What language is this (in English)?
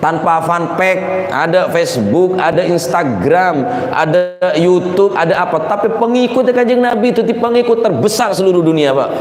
Madurese